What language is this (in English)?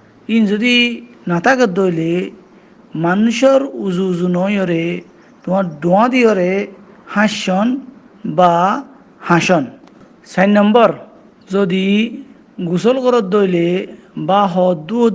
Rohingya